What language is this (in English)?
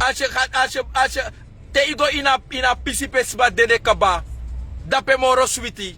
Sranan Tongo